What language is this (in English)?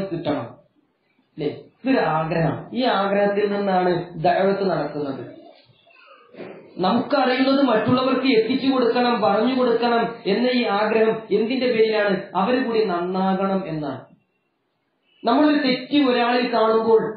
Malayalam